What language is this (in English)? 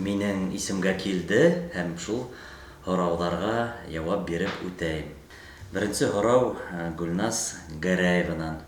Bashkir